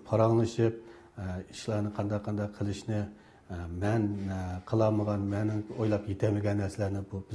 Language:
Uyghur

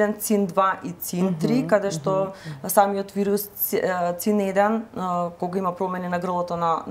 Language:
Macedonian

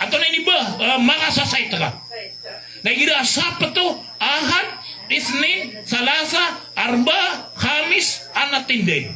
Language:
Maranao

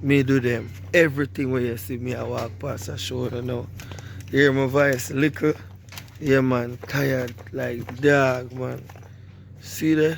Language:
Jamaican Creole English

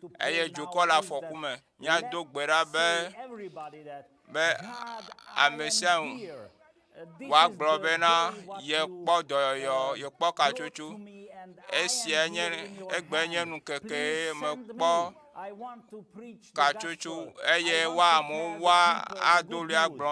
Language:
Ewe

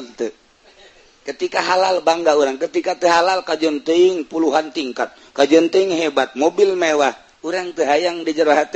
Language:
Sundanese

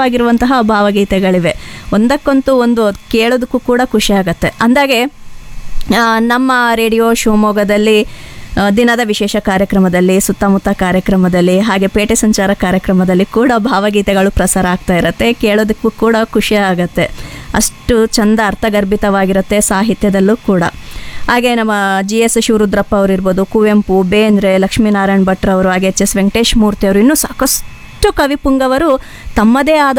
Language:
Kannada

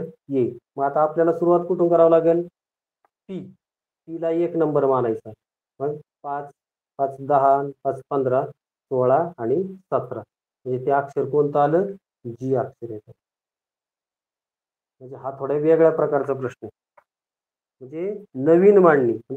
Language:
Marathi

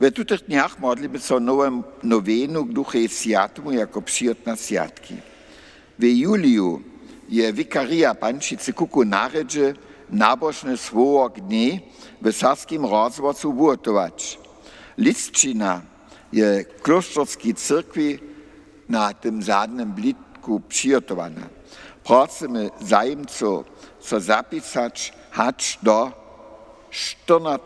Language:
Upper Sorbian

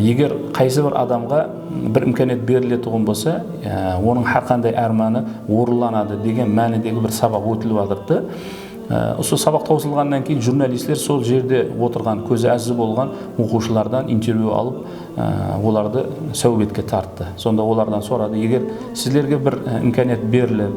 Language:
Kara-Kalpak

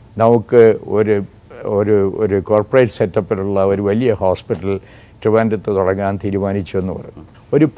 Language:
Malayalam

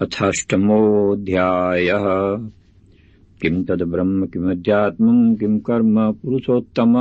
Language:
Sanskrit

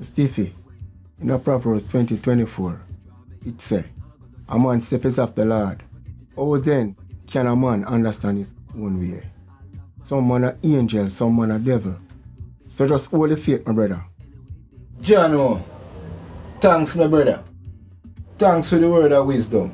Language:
Jamaican Creole English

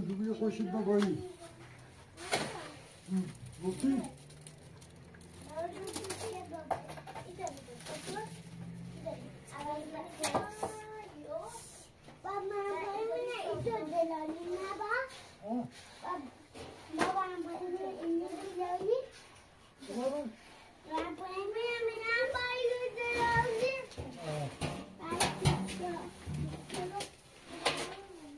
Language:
Persian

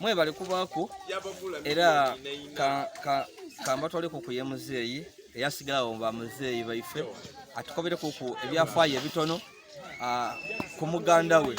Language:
Ganda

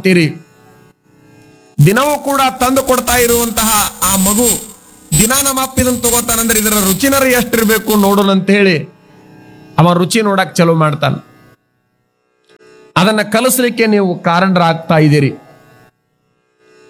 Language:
Kannada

